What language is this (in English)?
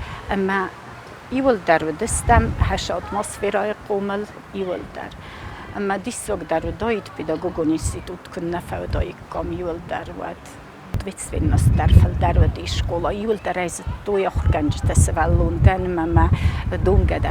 Ossetic